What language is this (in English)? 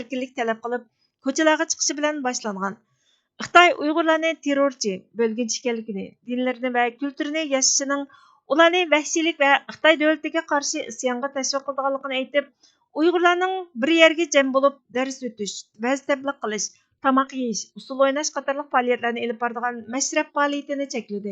Uyghur